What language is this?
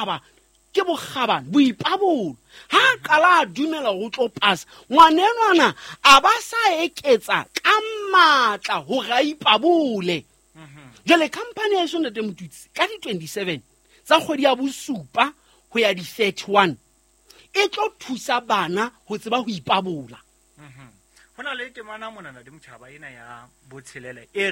Southern Sotho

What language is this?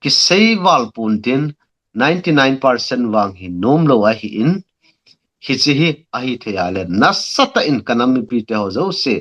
Thado Chin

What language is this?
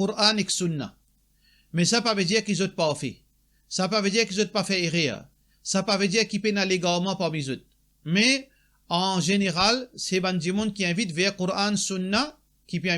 Morisyen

